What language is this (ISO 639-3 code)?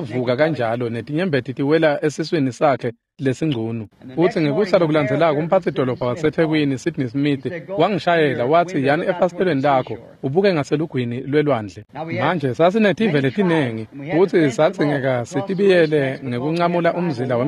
ssw